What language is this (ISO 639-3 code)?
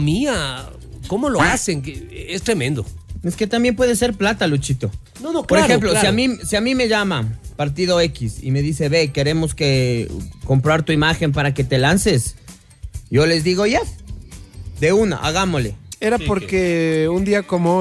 spa